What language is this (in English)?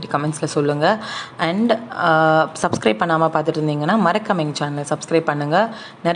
Tamil